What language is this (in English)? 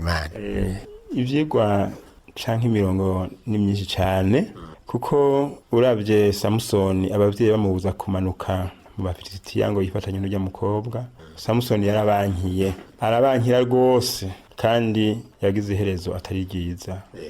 Rundi